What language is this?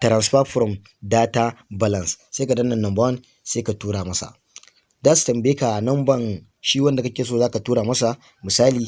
Hausa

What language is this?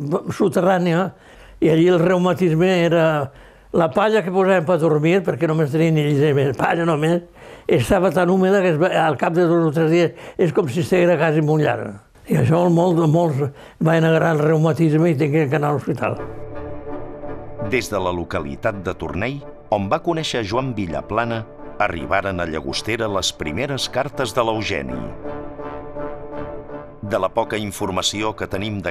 Catalan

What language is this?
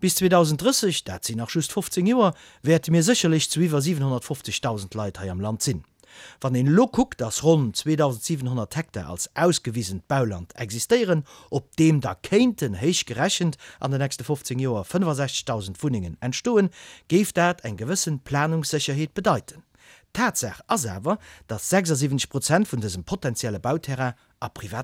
Luxembourgish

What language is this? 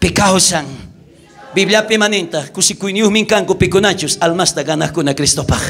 South Bolivian Quechua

